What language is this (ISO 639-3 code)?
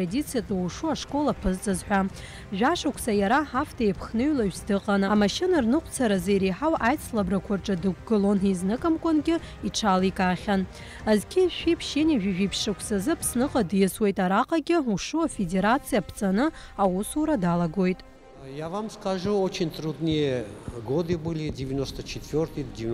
abk